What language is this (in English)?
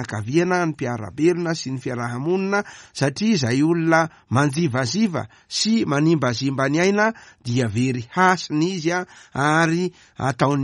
Malagasy